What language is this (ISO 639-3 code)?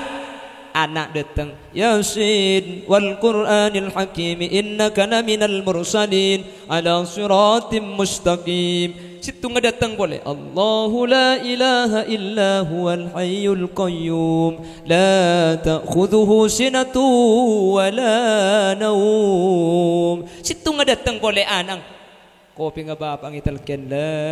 mad